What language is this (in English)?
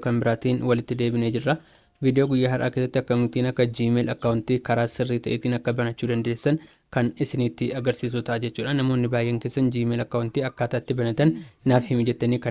Oromo